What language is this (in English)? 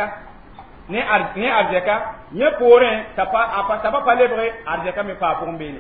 Mossi